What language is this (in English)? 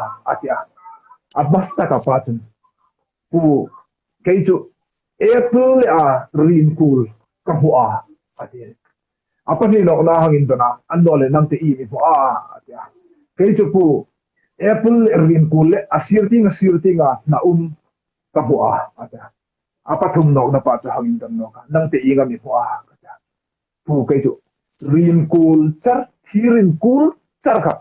Hmar